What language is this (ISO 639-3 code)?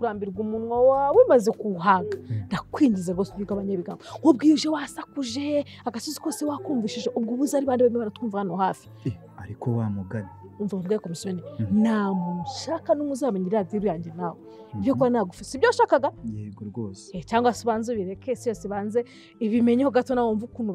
kin